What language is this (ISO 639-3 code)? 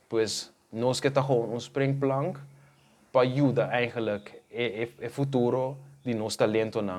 pap